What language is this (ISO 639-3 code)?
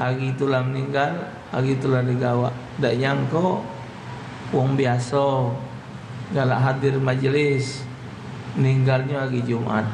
mui